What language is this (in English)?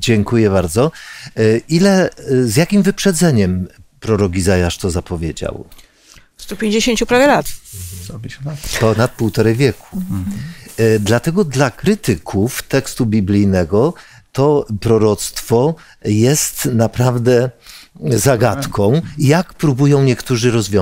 Polish